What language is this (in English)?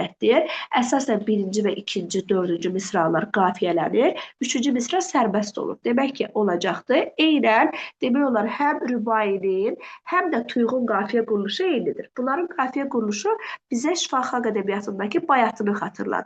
Azerbaijani